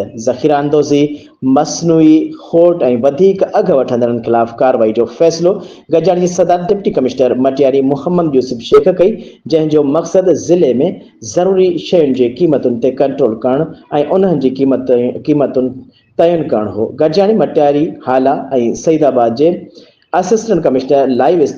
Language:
Sindhi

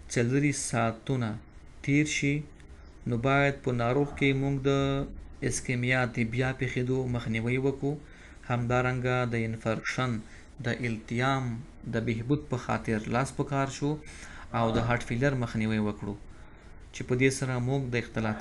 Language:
Pashto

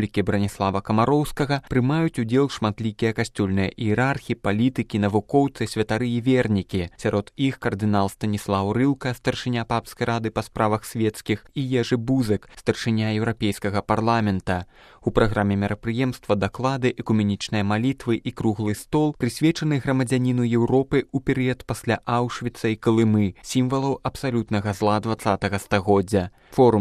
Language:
Belarusian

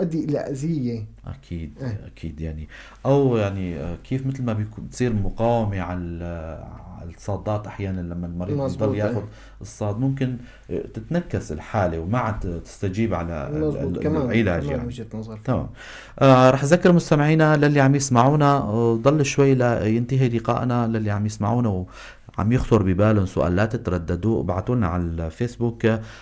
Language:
North Levantine Arabic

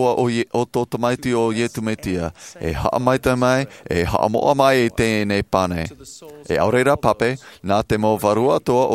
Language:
Tahitian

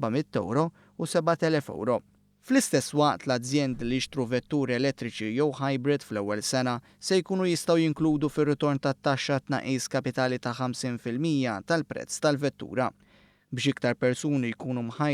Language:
Maltese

